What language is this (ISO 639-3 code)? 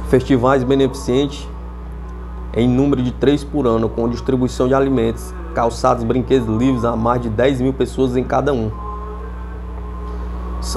por